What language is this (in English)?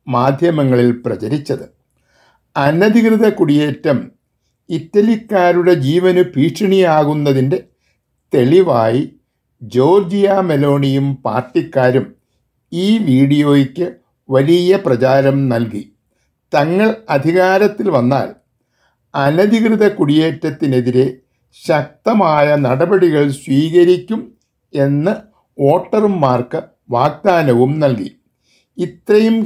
Malayalam